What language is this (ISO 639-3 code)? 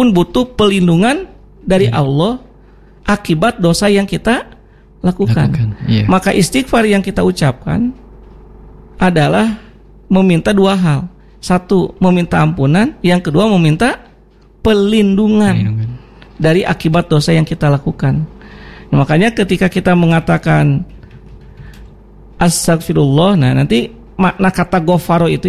ind